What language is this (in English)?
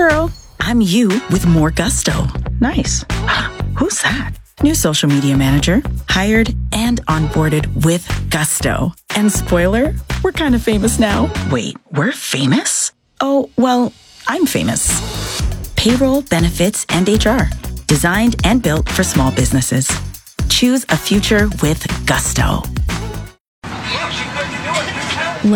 English